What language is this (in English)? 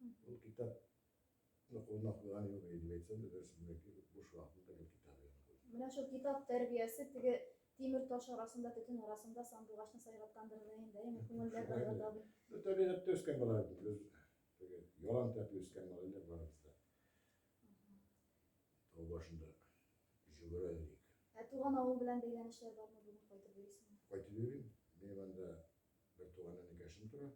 Tatar